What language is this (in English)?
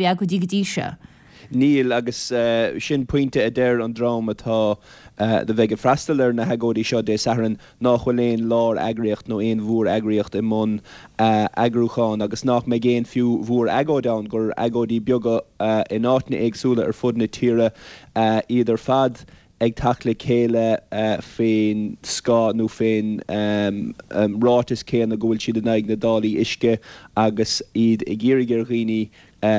Irish